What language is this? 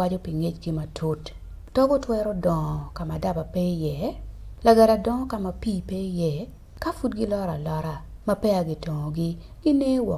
Acoli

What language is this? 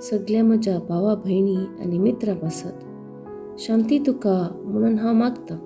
Konkani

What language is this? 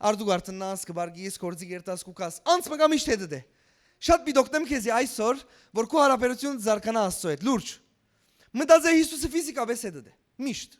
Western Armenian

